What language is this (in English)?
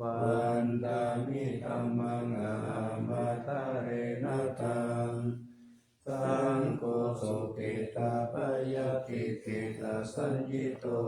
Pali